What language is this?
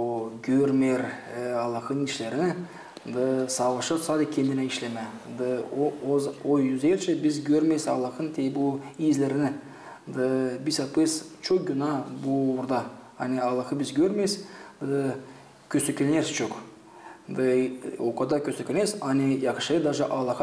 Gagauz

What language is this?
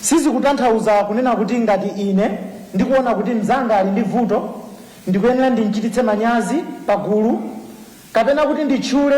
Nyanja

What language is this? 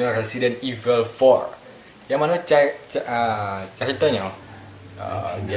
Minangkabau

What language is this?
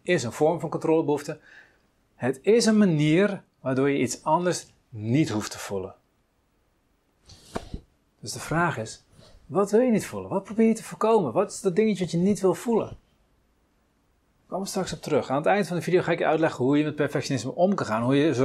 Dutch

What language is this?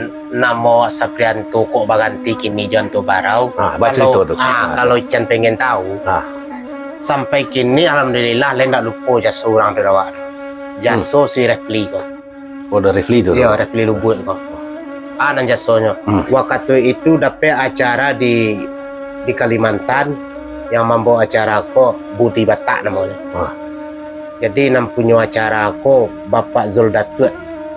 Minangkabau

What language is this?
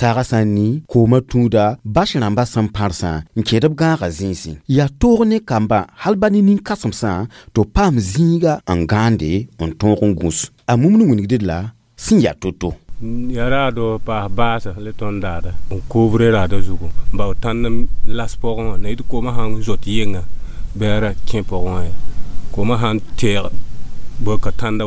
Mossi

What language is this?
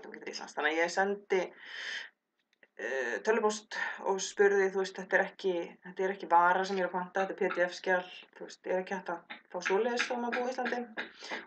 Icelandic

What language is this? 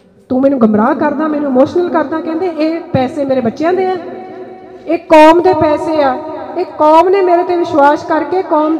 Punjabi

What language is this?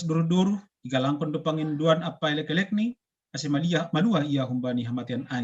Batak Simalungun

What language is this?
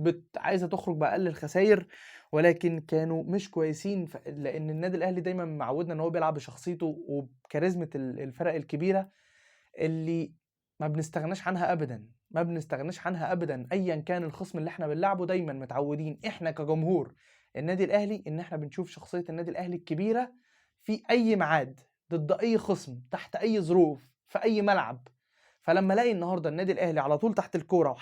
Egyptian Arabic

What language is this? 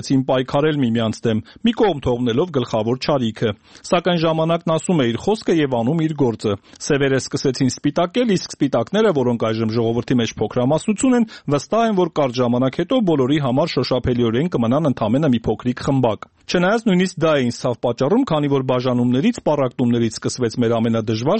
Armenian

